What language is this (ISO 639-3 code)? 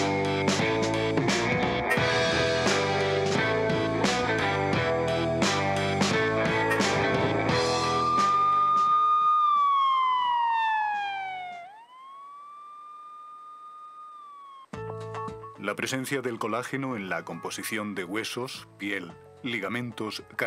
spa